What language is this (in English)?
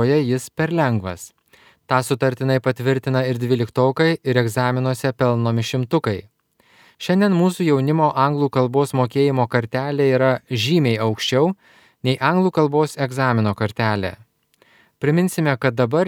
Lithuanian